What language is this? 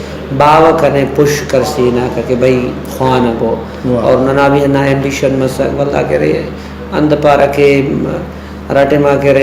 Brahui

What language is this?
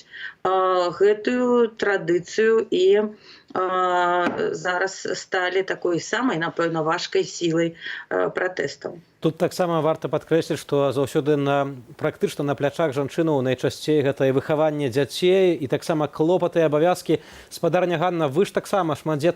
Belarusian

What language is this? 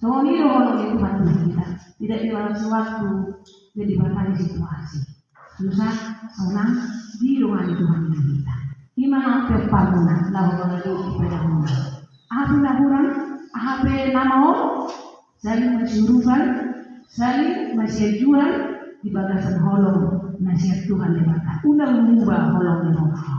Batak Toba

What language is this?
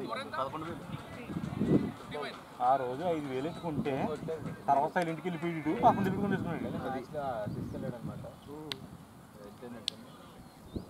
Telugu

